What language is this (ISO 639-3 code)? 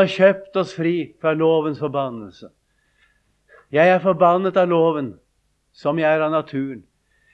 nor